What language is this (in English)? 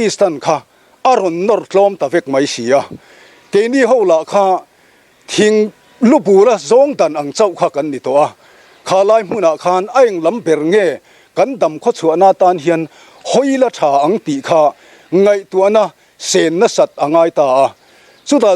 Mizo